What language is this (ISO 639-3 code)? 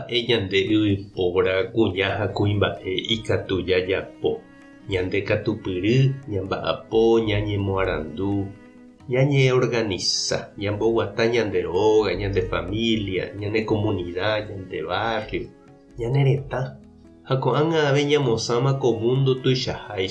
grn